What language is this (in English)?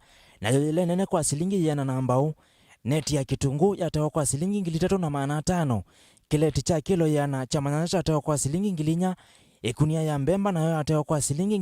Kamba